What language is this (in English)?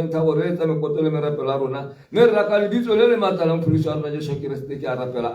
Tswana